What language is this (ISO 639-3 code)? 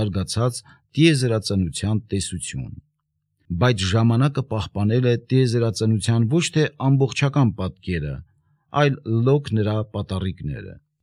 hye